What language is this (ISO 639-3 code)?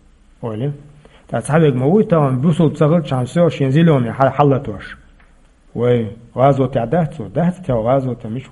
che